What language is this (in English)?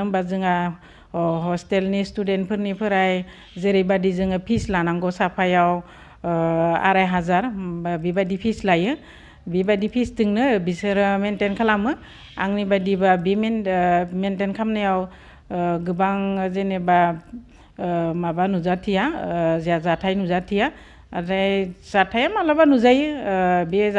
Bodo